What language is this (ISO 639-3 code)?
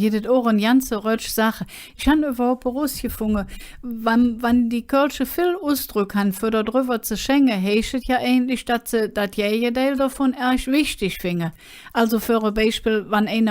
ksh